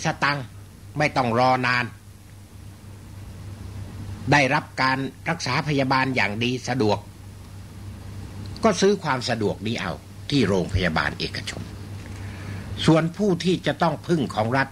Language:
Thai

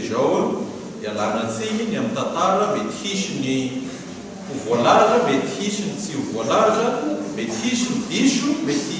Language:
Malagasy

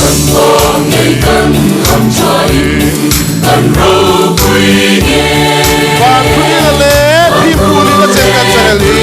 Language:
Hmar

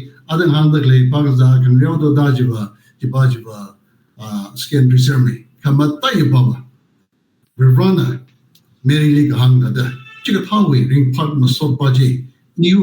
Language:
Tangkhul Naga (India)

